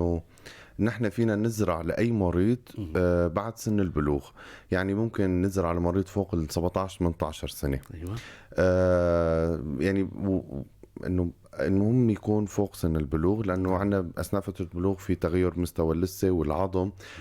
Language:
North Levantine Arabic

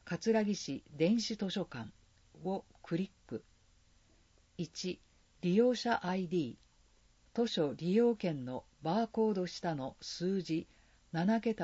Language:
Japanese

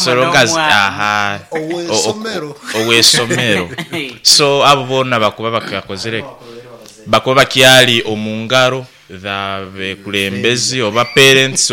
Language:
Nyoro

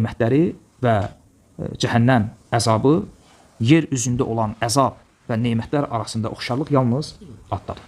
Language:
Azerbaijani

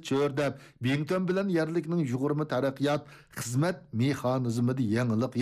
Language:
Uyghur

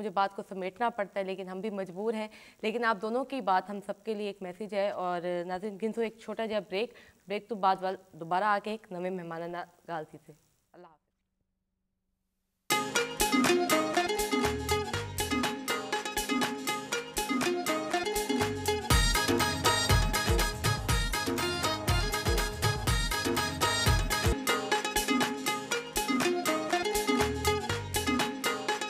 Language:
Urdu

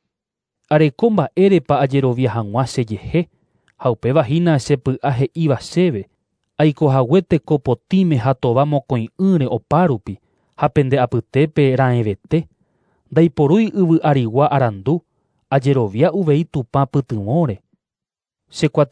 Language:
Guarani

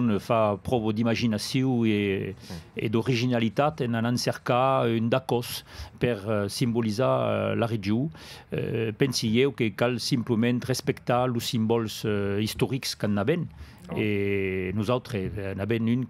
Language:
Occitan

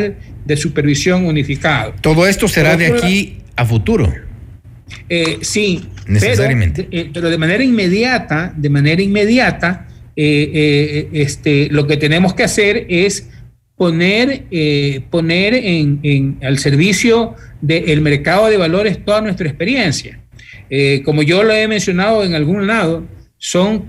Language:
Spanish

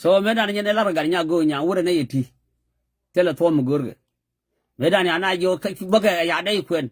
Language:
Nuer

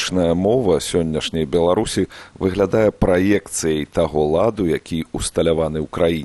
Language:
Belarusian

